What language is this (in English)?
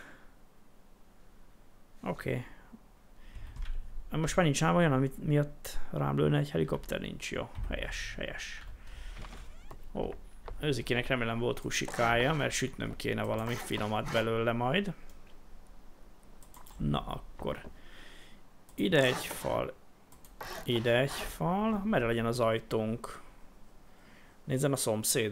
Hungarian